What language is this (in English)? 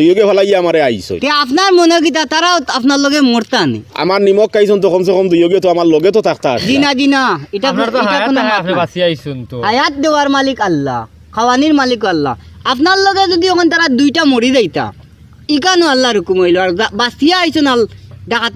Sylheti